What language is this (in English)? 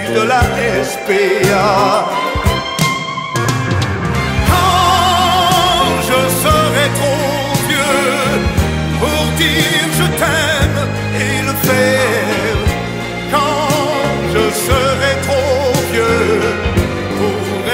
French